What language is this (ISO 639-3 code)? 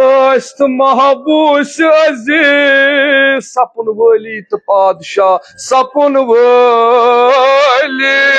kas